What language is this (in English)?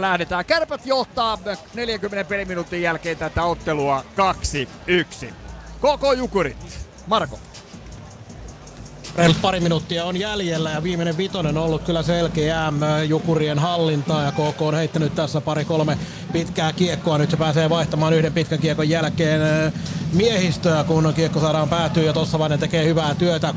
Finnish